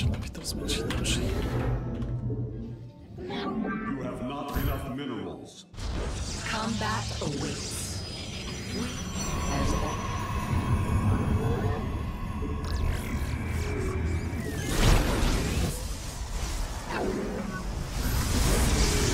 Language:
Polish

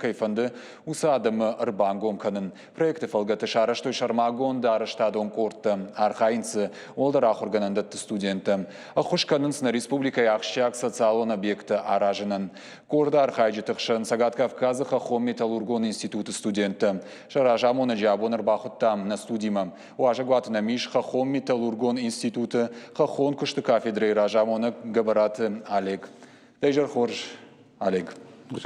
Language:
Ossetic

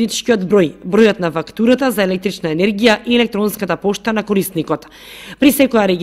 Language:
Macedonian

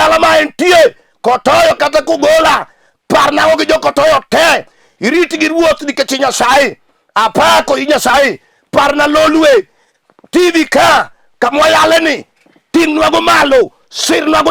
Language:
Luo (Kenya and Tanzania)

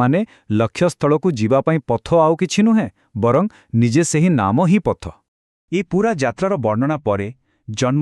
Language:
Odia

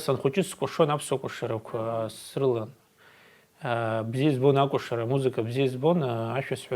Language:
Abkhazian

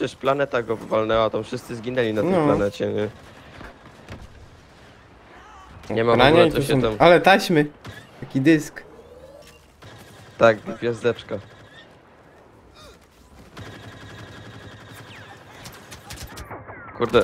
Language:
Polish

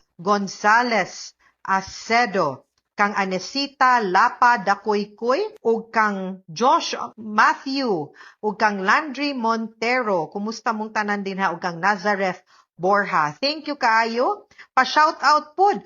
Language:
Cebuano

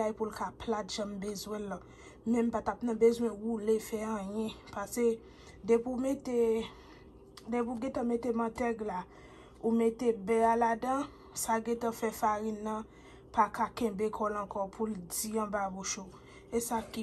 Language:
Haitian Creole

